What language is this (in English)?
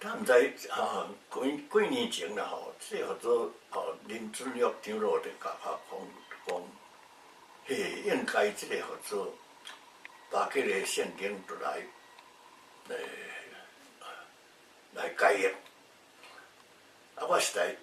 Min Nan Chinese